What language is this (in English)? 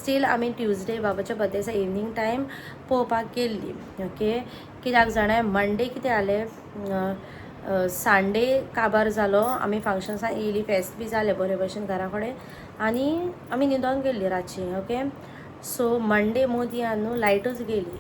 Konkani